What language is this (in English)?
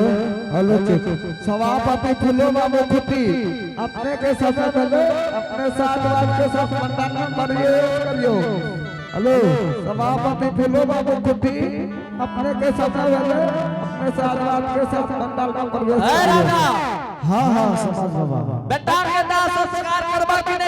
Angika